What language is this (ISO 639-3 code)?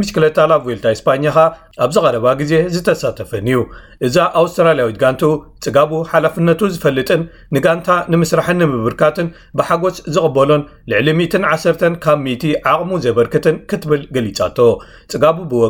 tir